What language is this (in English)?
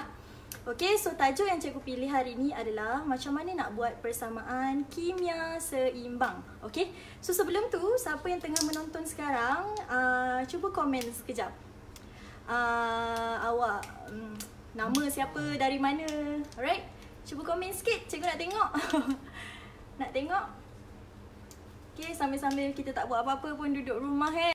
Malay